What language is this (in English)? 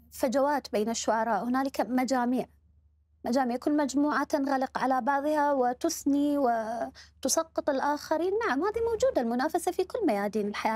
Mesopotamian Arabic